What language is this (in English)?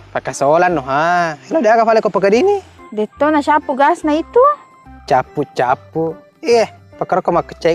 Buginese